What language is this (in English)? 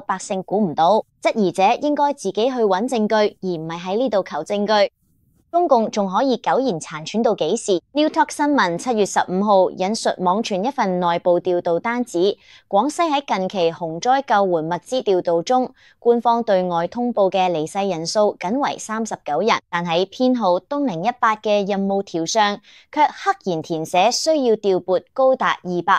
Cantonese